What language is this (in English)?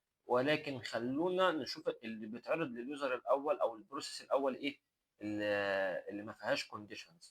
Egyptian Arabic